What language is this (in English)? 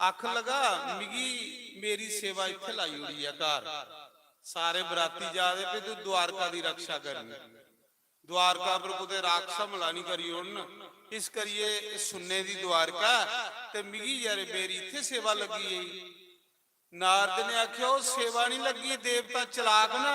Dogri